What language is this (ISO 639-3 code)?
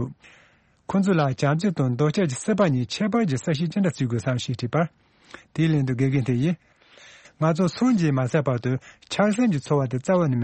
bod